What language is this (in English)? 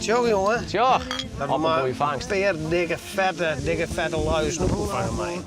Western Frisian